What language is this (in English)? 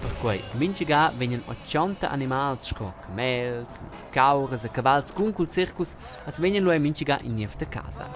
Romansh